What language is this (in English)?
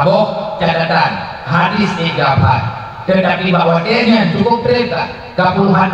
Achinese